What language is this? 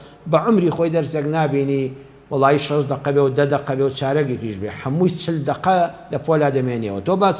Central Kurdish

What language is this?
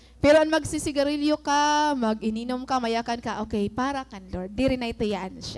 Waray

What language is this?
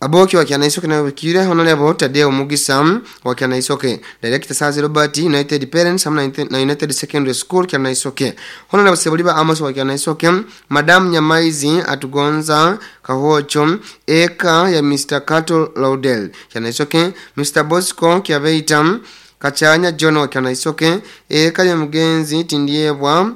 Nyoro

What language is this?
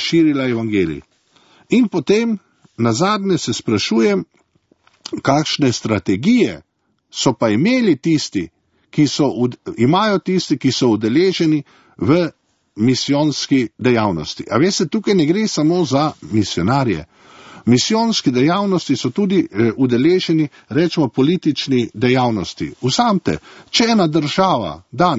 Slovenian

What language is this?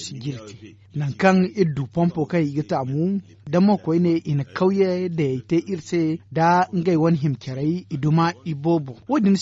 Zarma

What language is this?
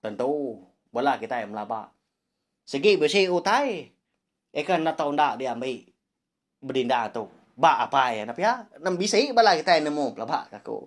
Iban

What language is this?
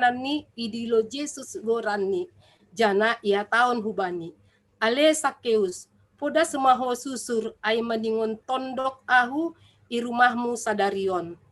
Batak Simalungun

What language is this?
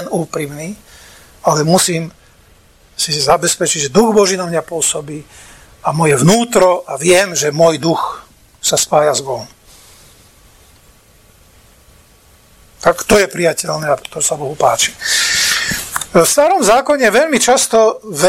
Slovak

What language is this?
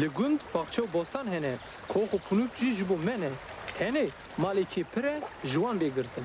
Kurdish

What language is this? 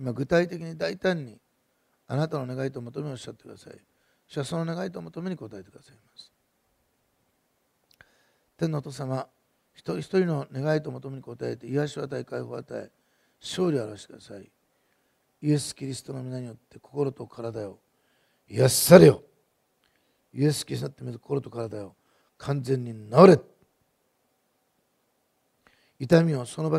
Japanese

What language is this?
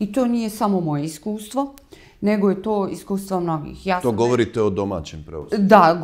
Bosnian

